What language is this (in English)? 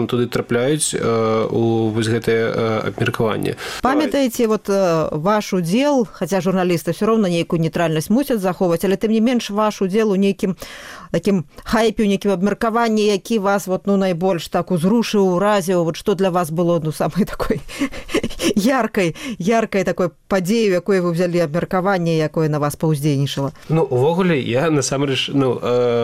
Belarusian